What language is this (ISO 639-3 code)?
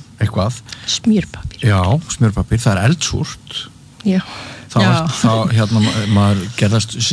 isl